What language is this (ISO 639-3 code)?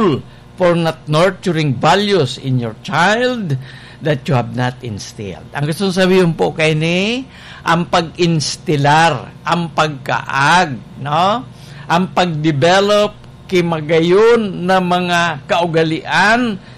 bik